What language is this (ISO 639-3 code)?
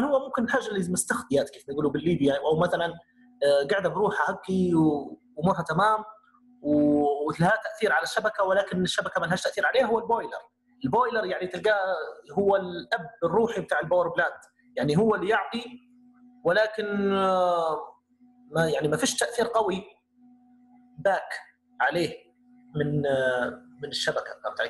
ayl